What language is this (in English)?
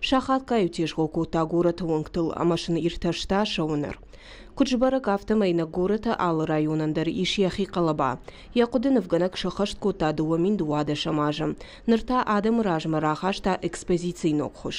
Ossetic